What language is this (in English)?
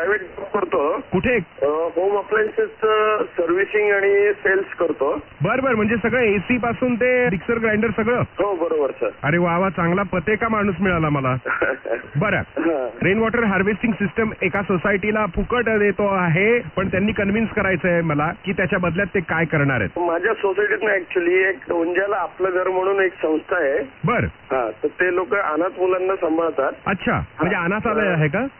Marathi